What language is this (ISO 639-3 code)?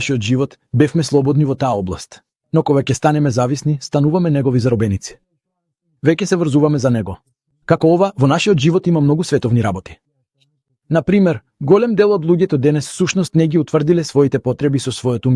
mkd